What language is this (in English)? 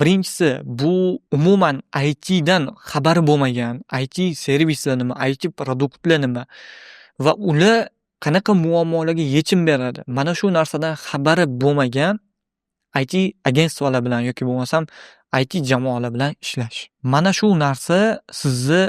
Uzbek